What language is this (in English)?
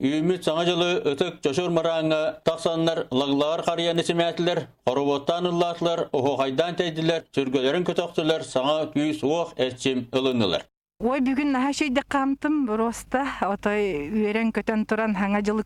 Yakut